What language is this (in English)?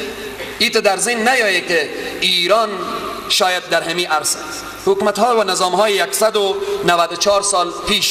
Persian